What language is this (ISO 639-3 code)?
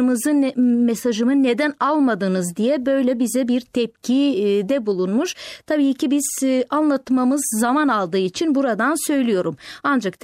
tur